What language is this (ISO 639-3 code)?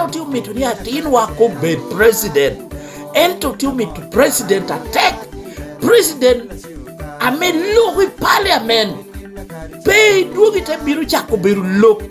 laj